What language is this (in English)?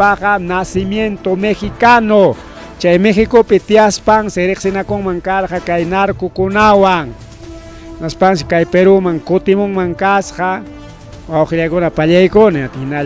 Ayacucho Quechua